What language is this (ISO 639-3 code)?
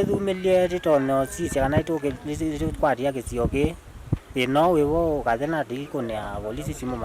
kam